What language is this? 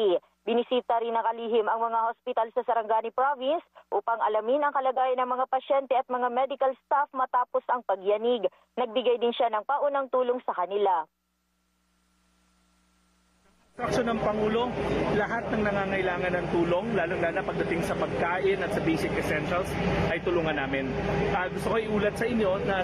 Filipino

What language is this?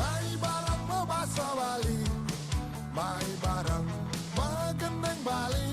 Balinese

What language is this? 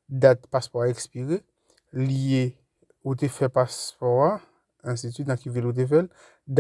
Haitian Creole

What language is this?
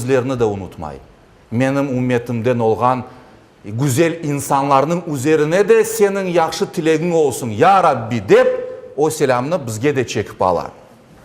Crimean Tatar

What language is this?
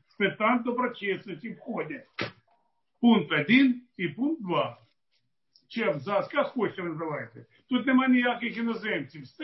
Ukrainian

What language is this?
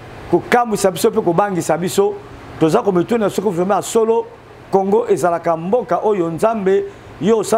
Lingala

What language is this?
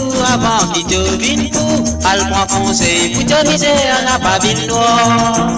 Morisyen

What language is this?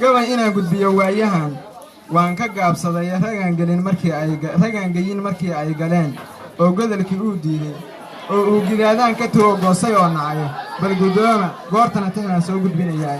Somali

